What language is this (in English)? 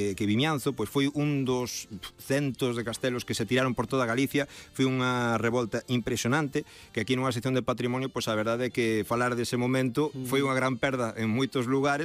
Galician